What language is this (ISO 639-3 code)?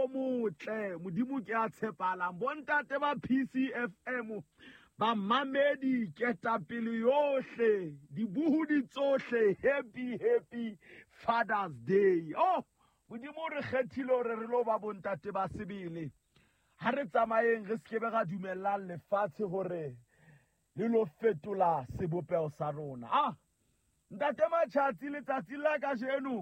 sot